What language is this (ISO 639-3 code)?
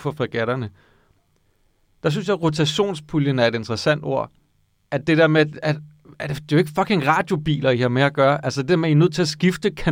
dan